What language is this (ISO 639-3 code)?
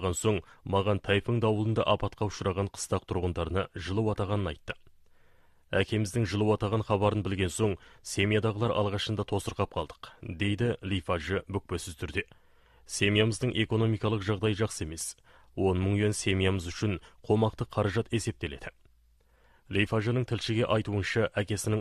kaz